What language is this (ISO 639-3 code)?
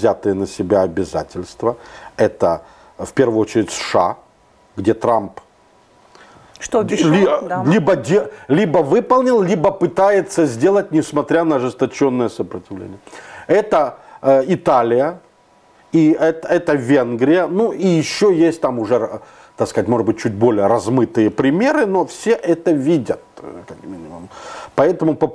rus